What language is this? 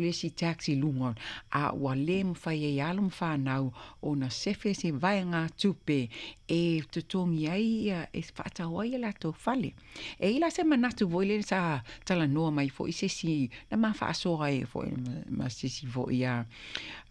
Samoan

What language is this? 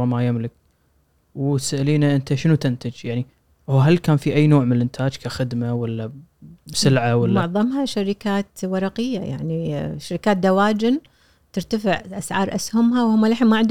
Gulf Arabic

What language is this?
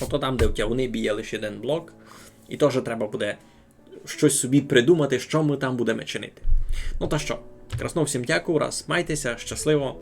Rusyn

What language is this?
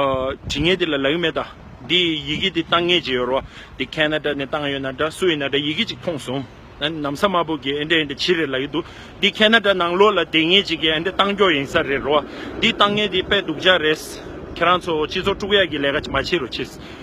Tibetan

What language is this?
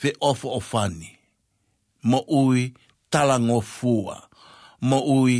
Tongan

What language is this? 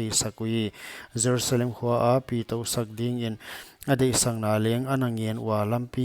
Paite Chin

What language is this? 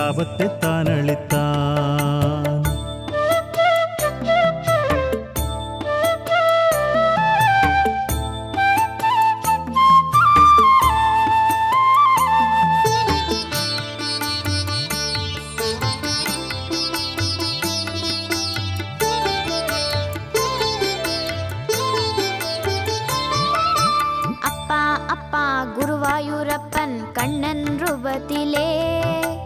Tamil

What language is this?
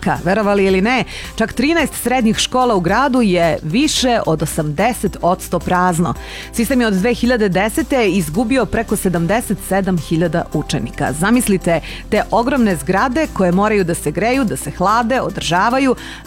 Serbian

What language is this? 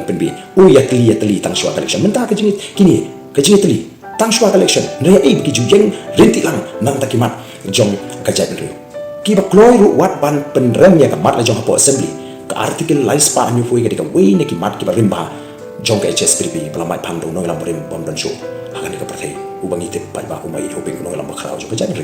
Khasi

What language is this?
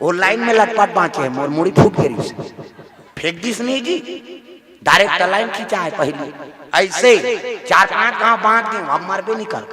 Chhattisgarhi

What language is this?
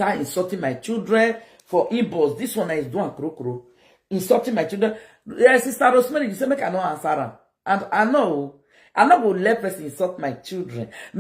Nigerian Pidgin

